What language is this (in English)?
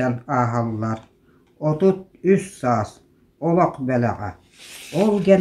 Yakut